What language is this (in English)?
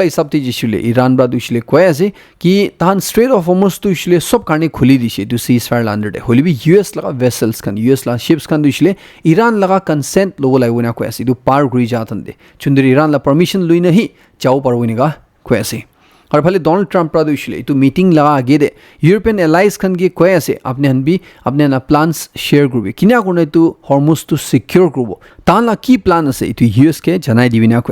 Naga Pidgin